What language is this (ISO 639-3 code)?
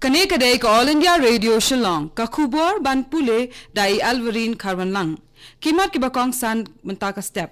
kha